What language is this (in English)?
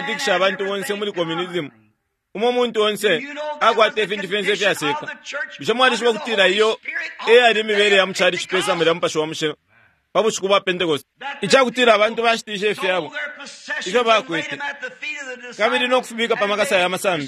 Bemba